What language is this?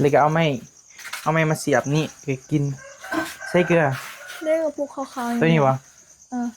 Northeastern Thai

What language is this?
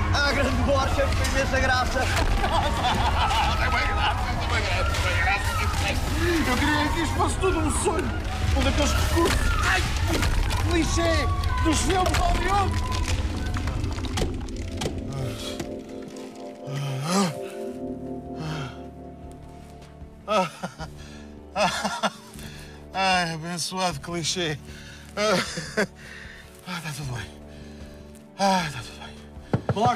Portuguese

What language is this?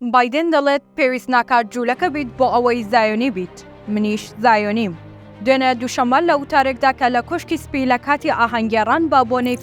Central Kurdish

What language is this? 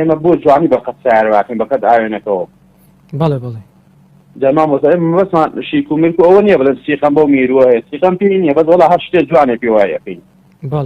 Central Kurdish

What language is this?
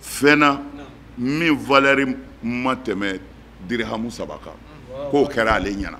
Bambara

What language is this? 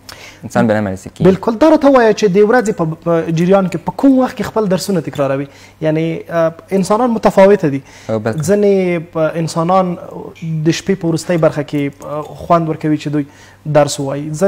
Pashto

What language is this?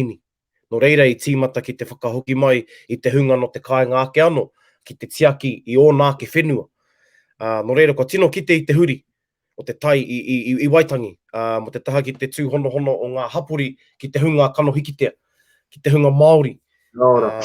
Māori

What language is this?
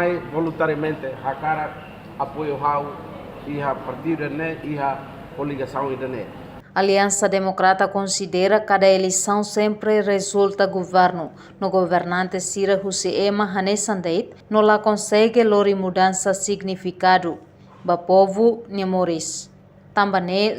Tetum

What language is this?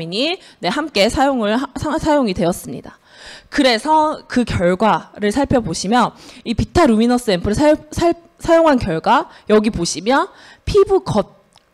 Korean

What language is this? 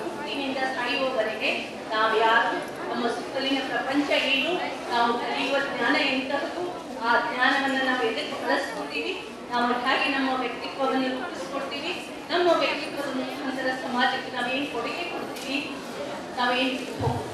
Kannada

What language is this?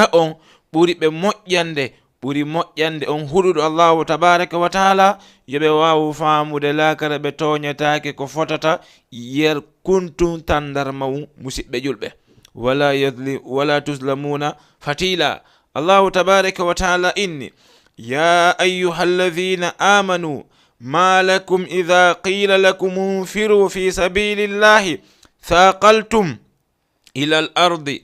Fula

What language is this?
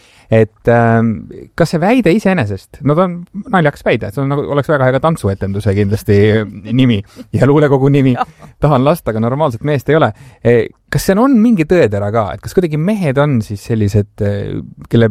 Estonian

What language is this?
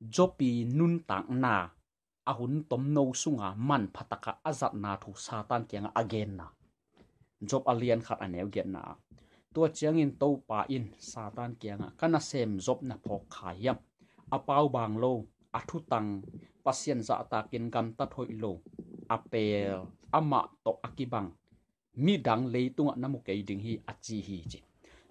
Tedim Chin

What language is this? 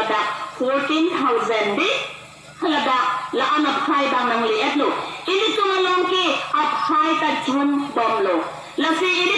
Karbi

